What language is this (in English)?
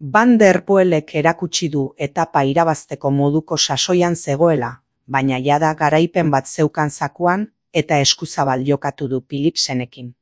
Basque